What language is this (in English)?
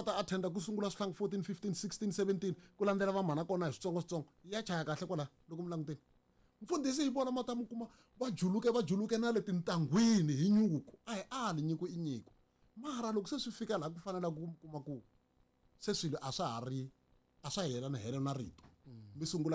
Tsonga